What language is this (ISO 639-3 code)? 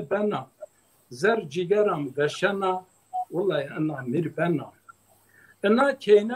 zza